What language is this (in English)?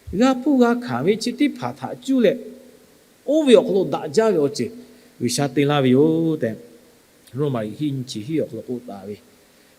Lahu